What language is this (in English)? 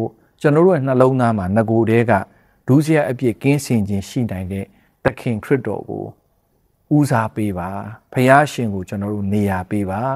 Burmese